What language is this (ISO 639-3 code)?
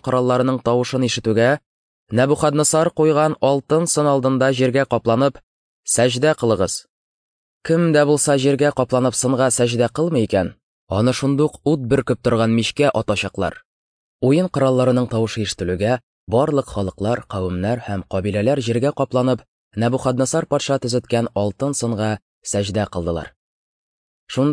tat